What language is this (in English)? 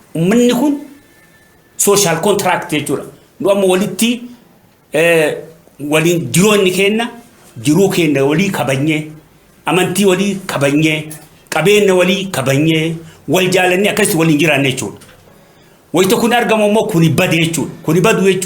Oromo